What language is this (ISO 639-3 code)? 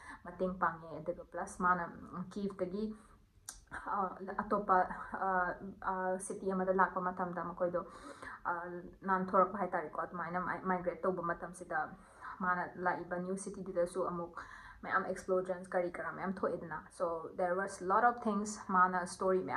mni